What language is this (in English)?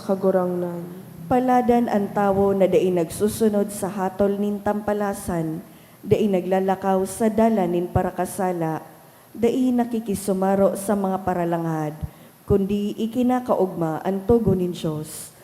Bikol